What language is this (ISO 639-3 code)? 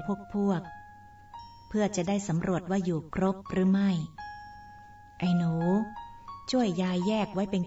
tha